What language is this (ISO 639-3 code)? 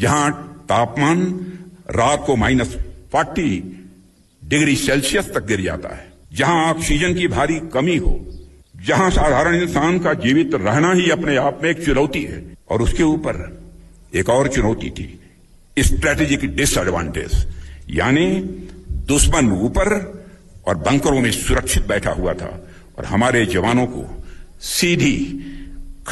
hin